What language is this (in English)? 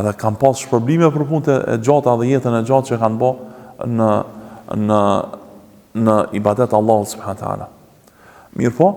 Albanian